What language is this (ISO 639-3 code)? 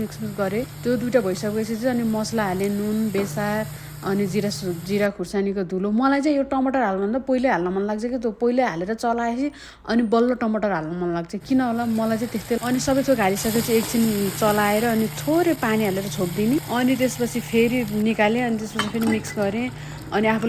nep